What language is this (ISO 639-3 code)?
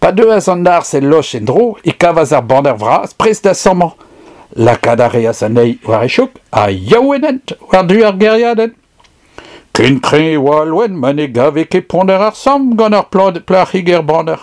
bre